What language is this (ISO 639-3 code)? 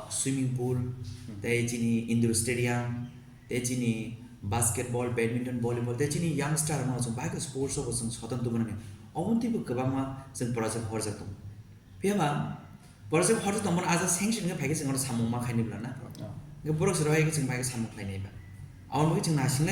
trp